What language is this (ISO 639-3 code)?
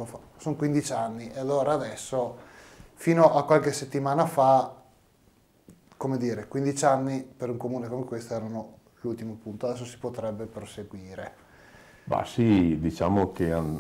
ita